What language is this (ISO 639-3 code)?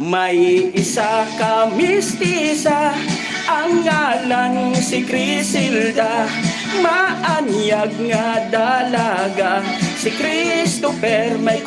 hil